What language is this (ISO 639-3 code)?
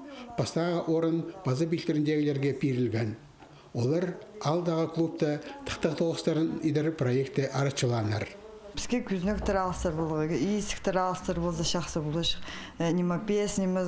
kjh